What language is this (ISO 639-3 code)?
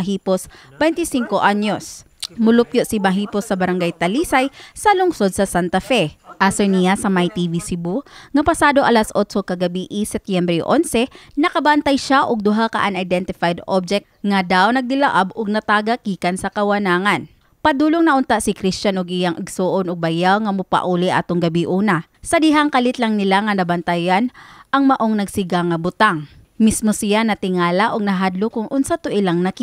ceb